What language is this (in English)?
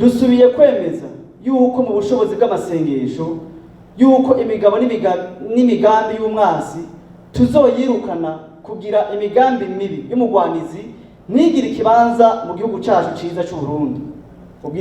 Rundi